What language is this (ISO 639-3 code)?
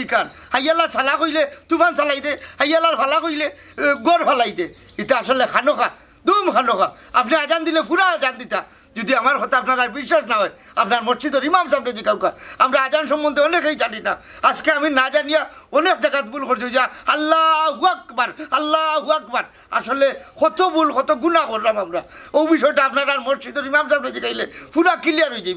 syl